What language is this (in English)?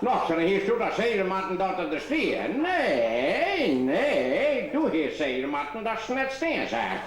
Western Frisian